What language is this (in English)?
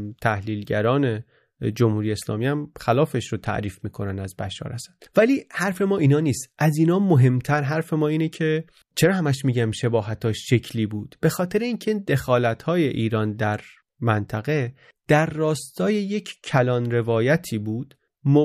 Persian